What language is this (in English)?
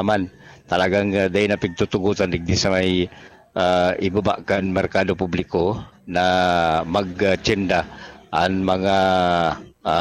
Bikol